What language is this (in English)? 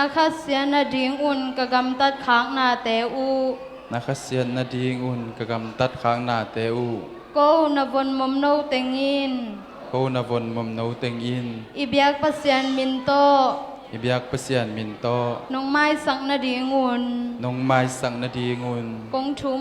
Tedim Chin